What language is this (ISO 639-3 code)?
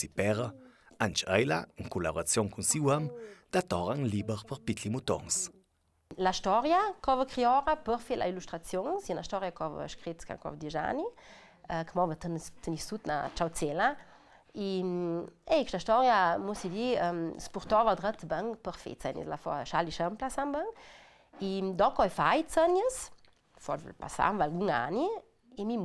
lld